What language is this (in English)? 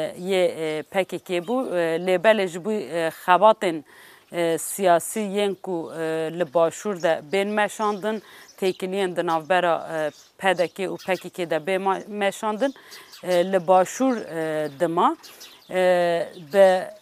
Kurdish